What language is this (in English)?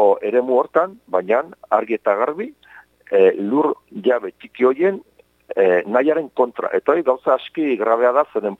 Basque